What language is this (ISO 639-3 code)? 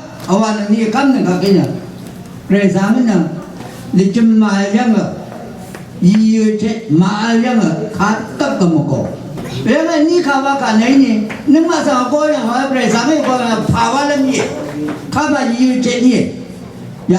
raw